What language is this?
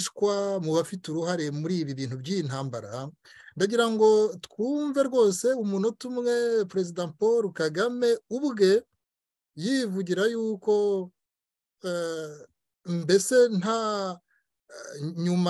Kinyarwanda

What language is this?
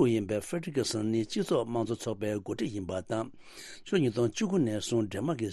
Tibetan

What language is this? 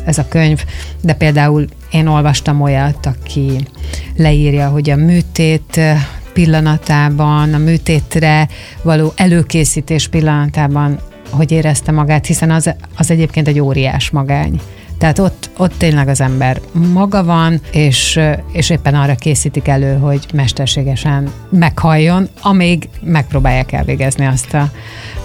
Hungarian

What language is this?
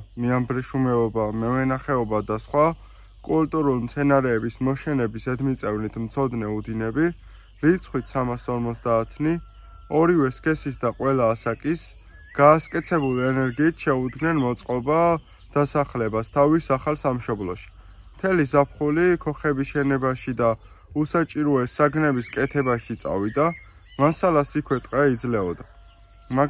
Georgian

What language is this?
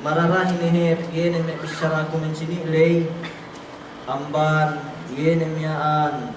Yakan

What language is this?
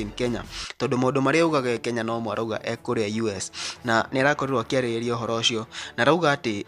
Kikuyu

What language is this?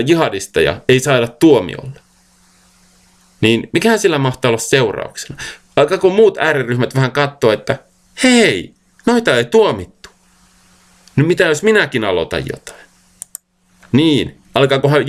Finnish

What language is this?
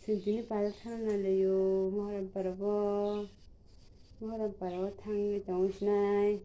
Kok Borok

